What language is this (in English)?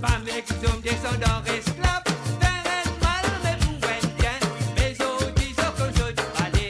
Morisyen